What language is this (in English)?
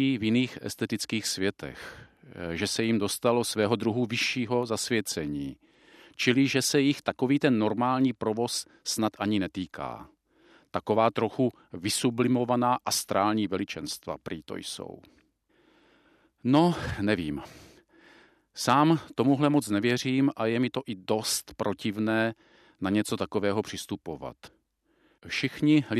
Czech